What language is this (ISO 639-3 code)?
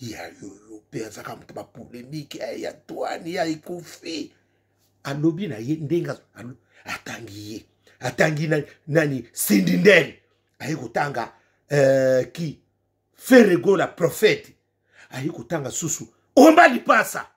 lin